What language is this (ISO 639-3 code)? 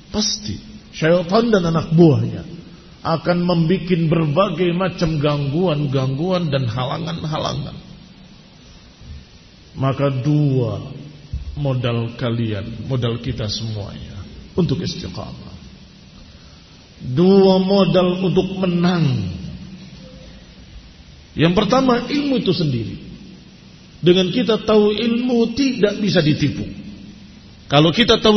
ind